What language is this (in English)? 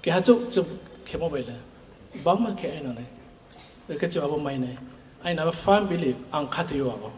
Riang (India)